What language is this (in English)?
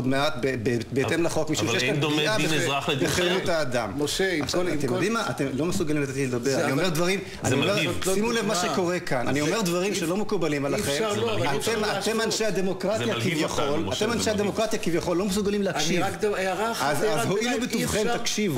Hebrew